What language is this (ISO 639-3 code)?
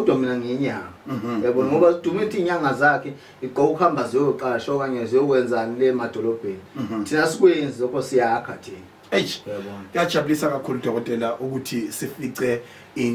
zul